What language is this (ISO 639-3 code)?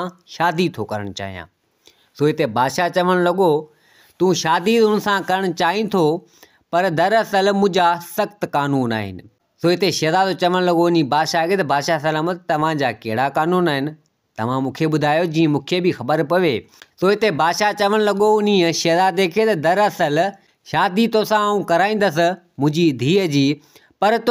snd